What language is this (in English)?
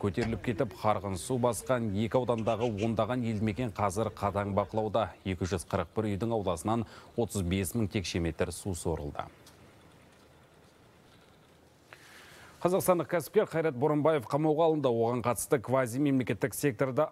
Kazakh